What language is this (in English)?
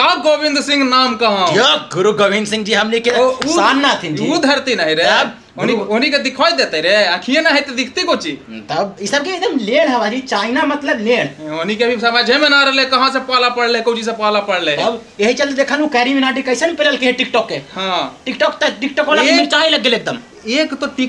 Magahi